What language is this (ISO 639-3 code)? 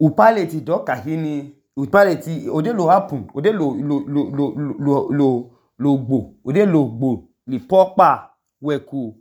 idu